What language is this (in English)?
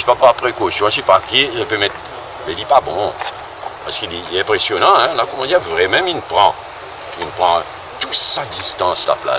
Morisyen